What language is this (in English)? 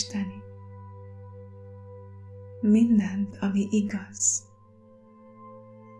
Hungarian